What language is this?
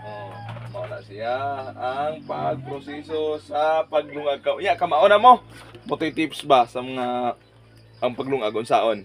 Cebuano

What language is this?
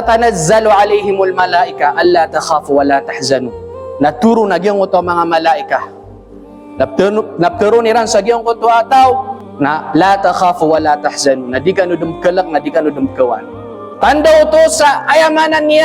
Maranao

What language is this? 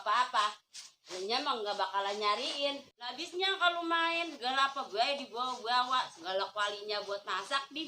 Betawi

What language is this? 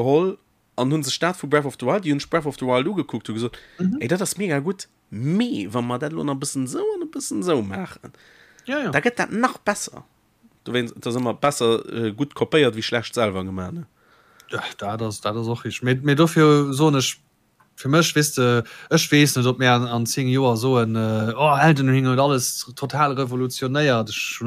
Luxembourgish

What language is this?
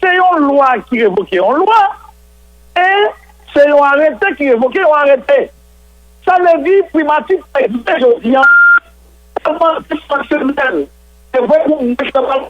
Haitian Creole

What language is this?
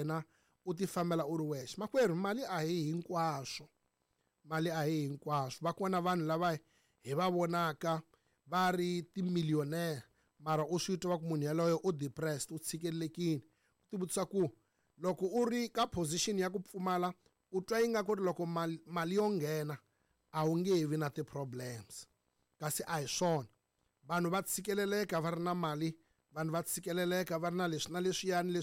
Tsonga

